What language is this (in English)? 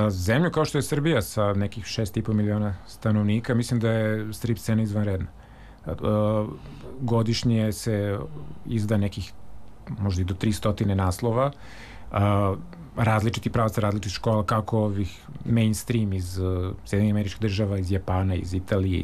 Serbian